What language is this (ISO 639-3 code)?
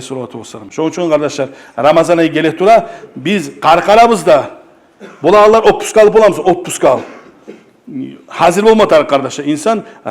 kum